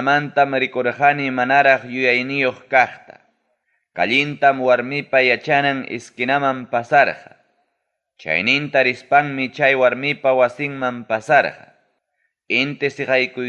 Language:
Ayacucho Quechua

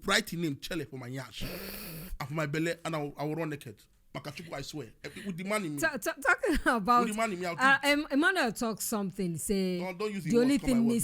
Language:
Nigerian Pidgin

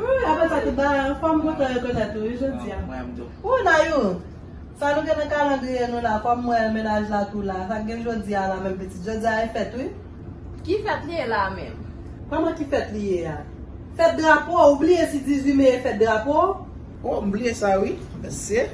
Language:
Haitian Creole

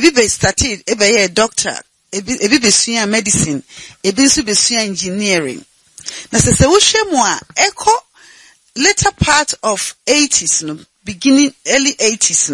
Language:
Akan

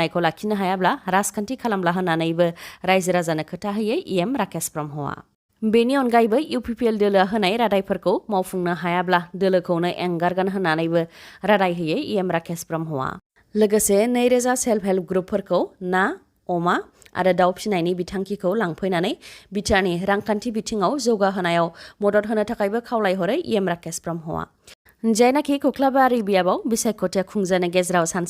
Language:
Bodo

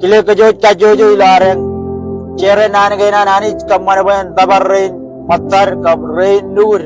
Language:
Marshallese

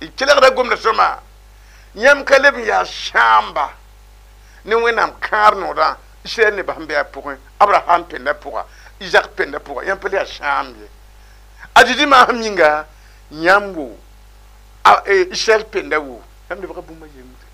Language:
Mossi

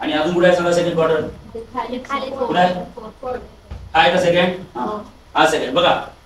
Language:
Marathi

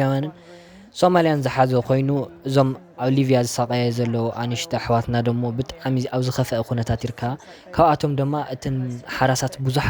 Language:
Tigrinya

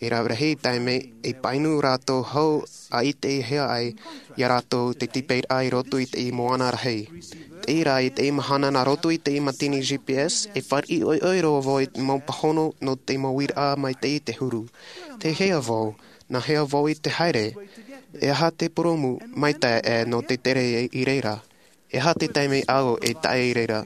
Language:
Tahitian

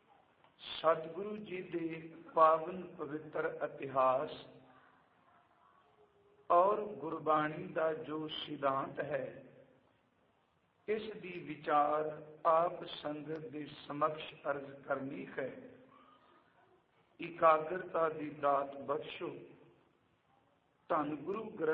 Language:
Punjabi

